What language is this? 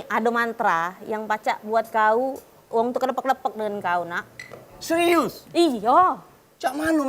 Musi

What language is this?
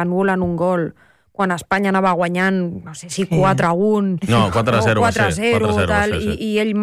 Catalan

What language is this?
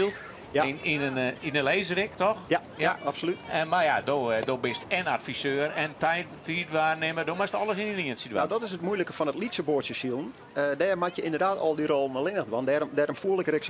Western Frisian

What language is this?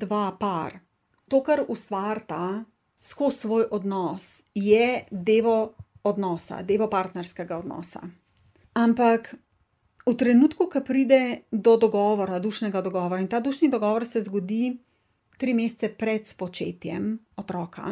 Slovenian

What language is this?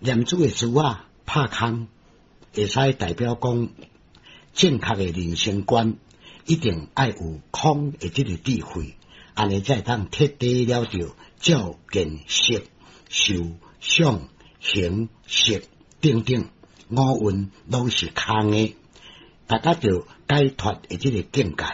Min Nan Chinese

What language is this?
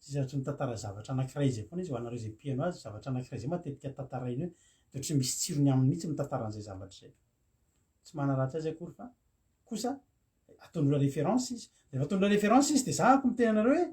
Malagasy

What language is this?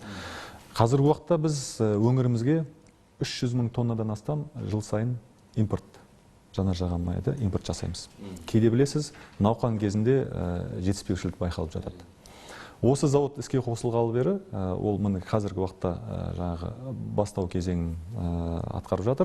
Kazakh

